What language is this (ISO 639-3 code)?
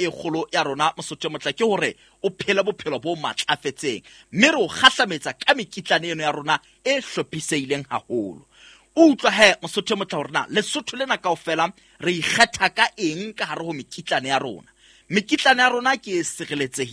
sot